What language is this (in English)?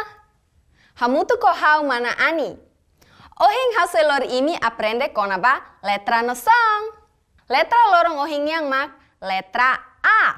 Tetum